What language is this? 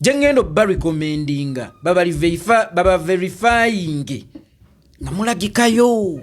Ganda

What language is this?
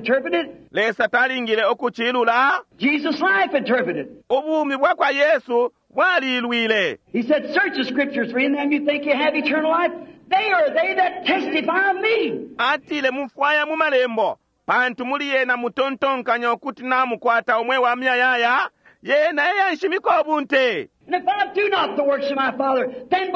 Bemba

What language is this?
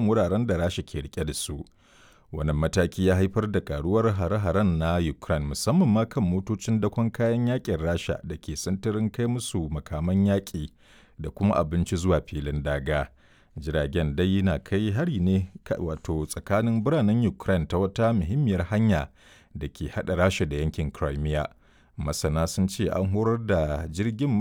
Hausa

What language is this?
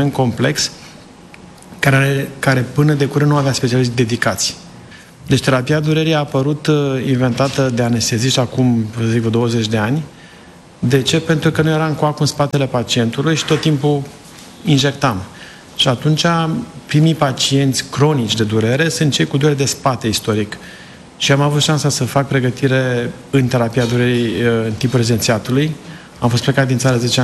Romanian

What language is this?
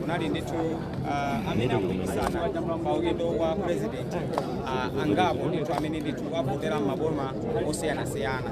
Nyanja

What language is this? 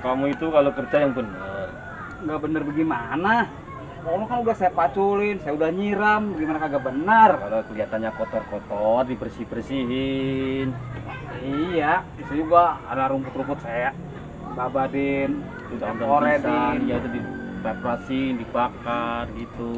Betawi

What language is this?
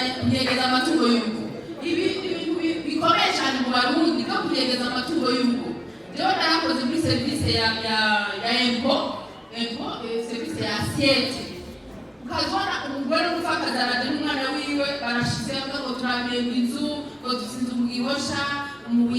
Rundi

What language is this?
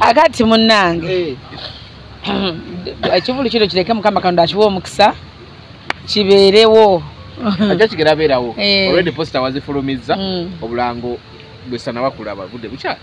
Ganda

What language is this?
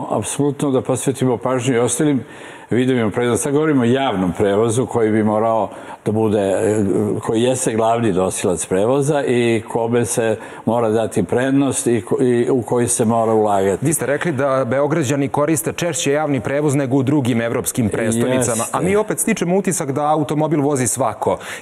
Serbian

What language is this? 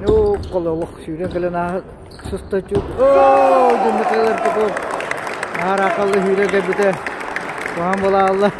Yakut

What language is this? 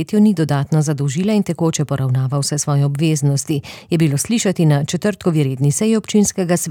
Slovenian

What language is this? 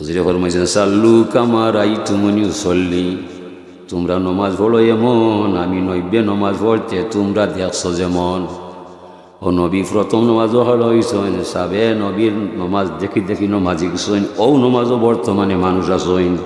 Sylheti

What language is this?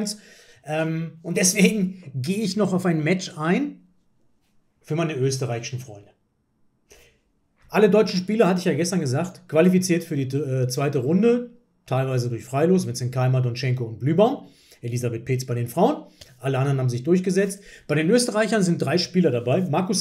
German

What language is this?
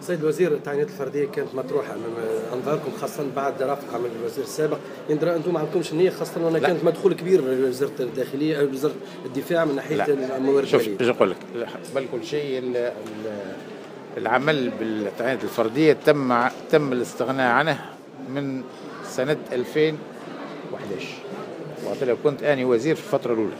Tunisian Arabic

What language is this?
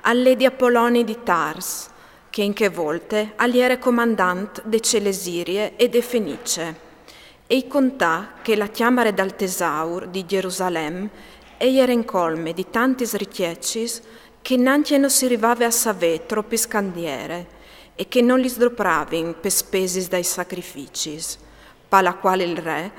Friulian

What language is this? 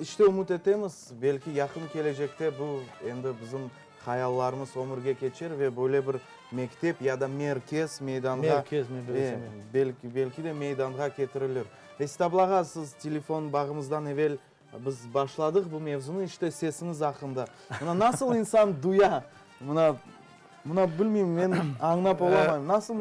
Crimean Tatar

